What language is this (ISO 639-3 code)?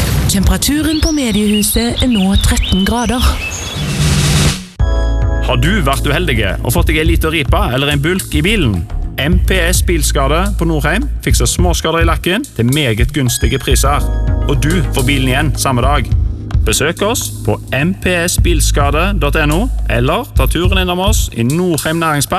nor